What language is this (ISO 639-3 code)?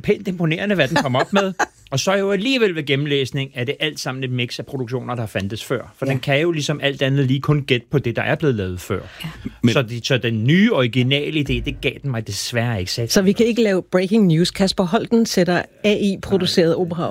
dan